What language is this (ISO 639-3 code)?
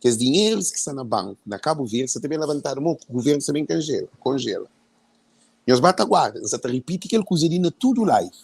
kea